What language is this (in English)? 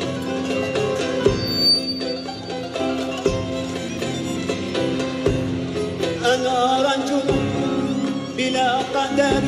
Arabic